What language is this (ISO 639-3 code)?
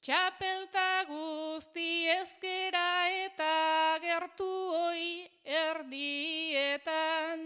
eus